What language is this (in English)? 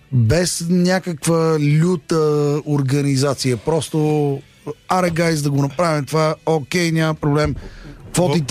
Bulgarian